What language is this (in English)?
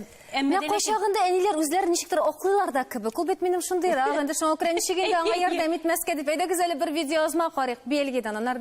Tatar